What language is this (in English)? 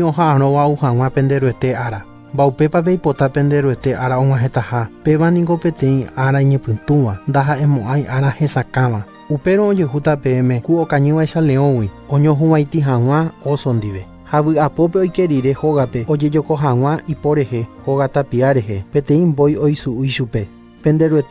Guarani